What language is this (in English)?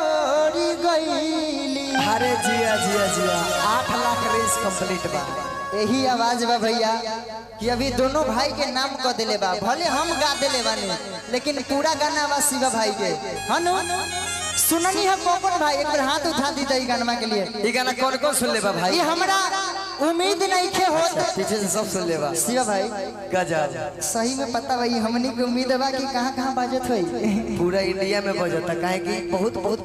Magahi